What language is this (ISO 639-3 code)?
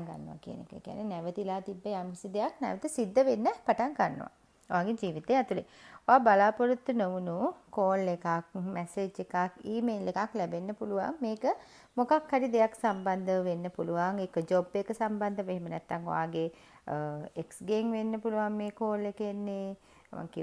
sin